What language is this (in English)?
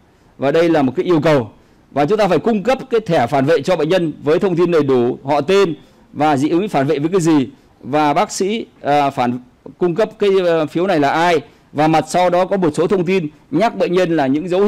Vietnamese